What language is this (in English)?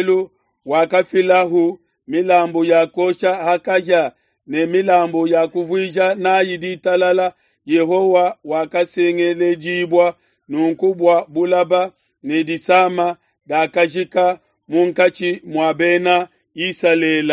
Luba-Lulua